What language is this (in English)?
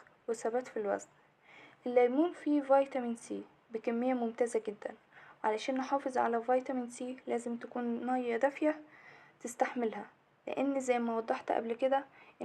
Egyptian Arabic